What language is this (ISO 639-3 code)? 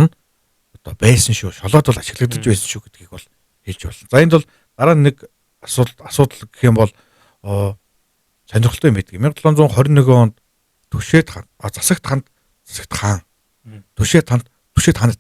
mon